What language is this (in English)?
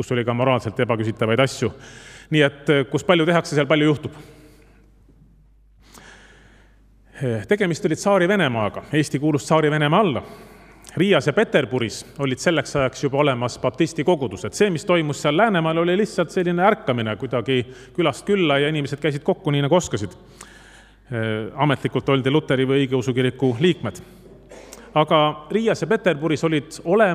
Estonian